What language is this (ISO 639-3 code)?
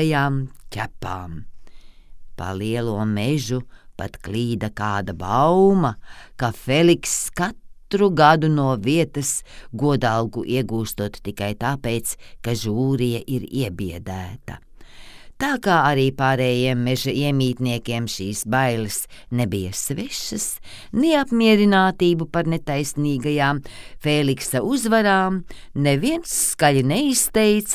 lav